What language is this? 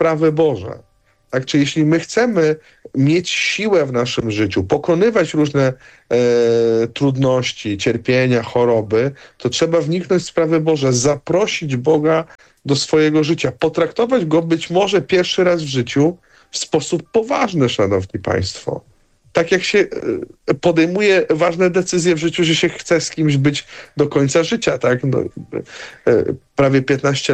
Polish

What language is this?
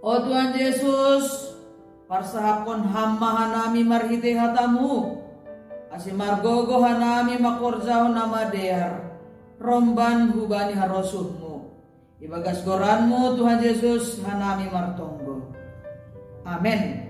Batak Simalungun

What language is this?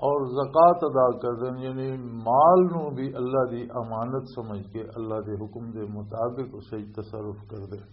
Western Panjabi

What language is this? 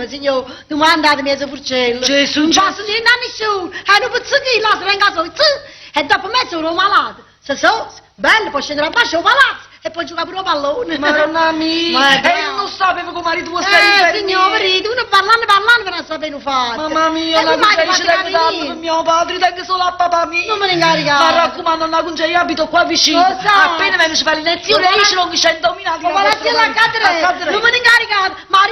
Neapolitan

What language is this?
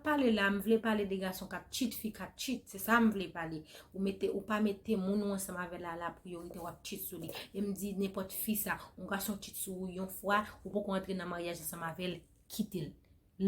Haitian Creole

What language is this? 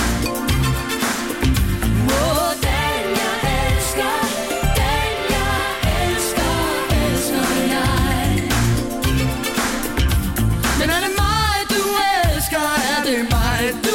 Danish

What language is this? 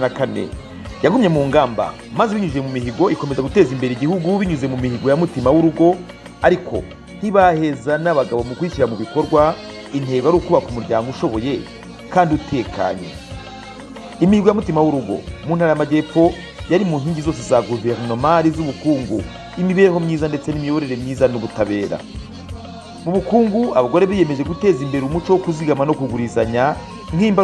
Kinyarwanda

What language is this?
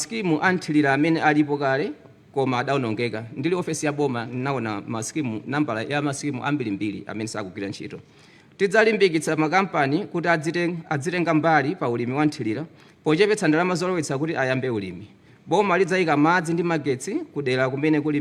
Nyanja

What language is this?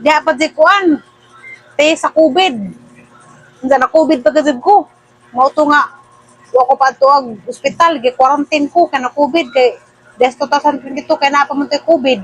Cebuano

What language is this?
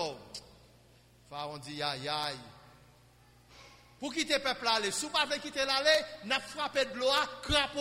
French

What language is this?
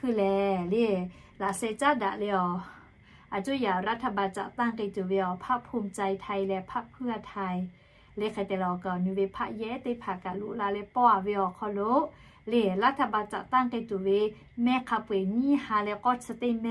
Lahu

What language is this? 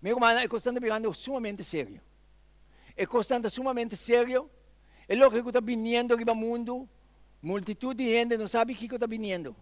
Papiamento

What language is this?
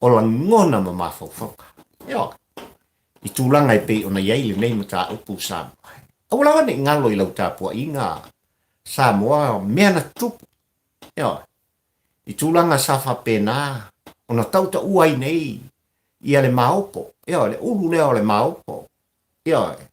Samoan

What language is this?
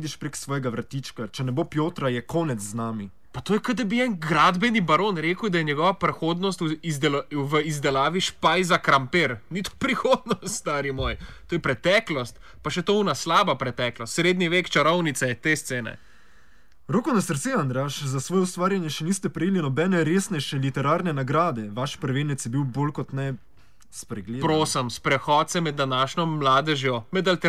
Slovenian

